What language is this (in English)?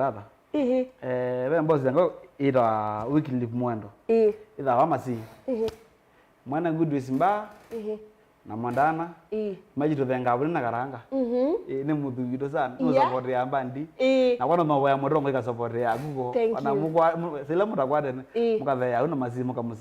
Kamba